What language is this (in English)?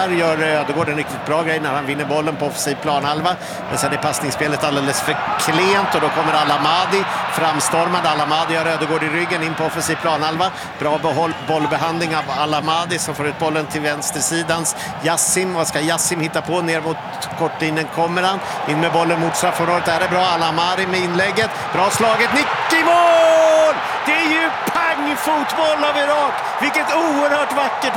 Swedish